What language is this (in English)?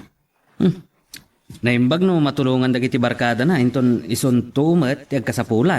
Iloko